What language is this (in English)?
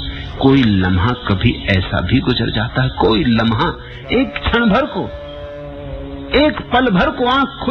Hindi